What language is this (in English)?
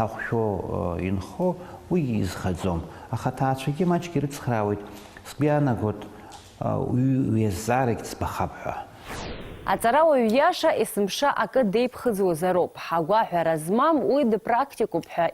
Abkhazian